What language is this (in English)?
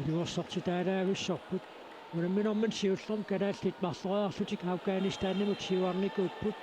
Kalaallisut